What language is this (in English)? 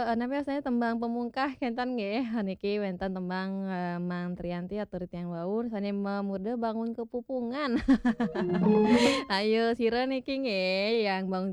Balinese